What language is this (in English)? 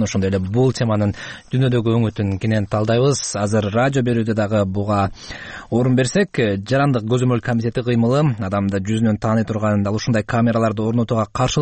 Kyrgyz